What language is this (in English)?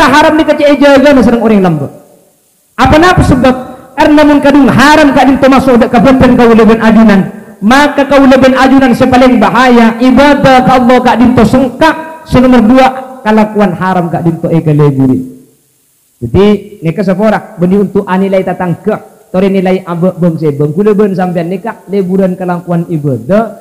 Madurese